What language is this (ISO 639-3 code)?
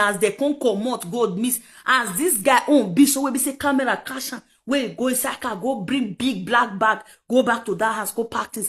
pcm